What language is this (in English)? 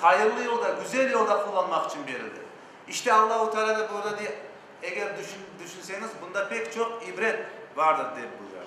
Crimean Tatar